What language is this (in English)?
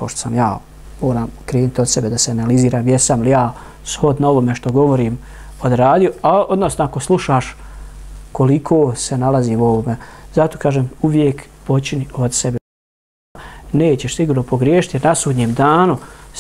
Bosnian